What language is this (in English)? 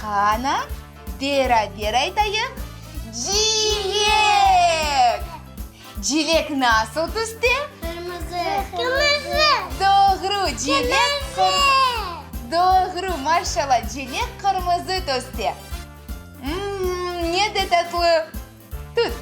Crimean Tatar